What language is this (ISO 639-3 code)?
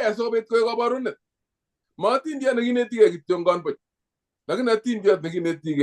kln